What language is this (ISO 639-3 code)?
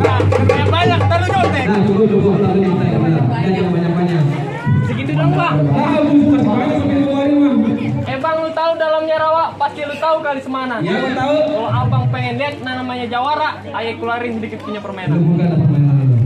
bew